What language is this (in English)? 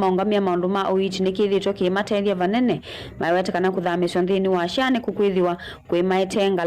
Kamba